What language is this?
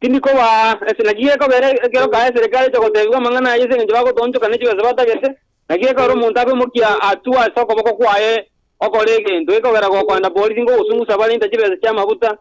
Gusii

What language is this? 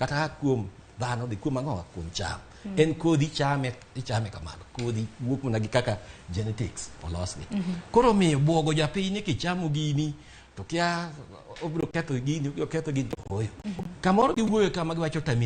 Luo (Kenya and Tanzania)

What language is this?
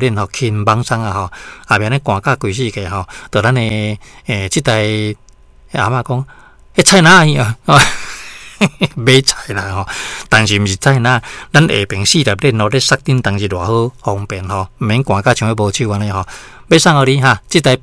Min Nan Chinese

